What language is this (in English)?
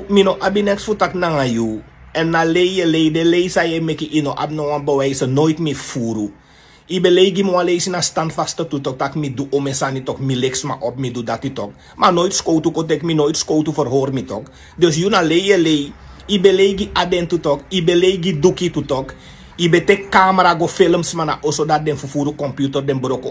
Sranan Tongo